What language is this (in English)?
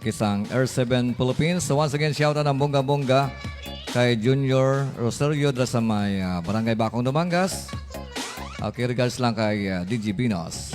Hiligaynon